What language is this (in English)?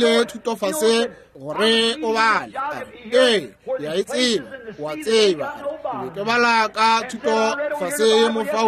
Northern Sotho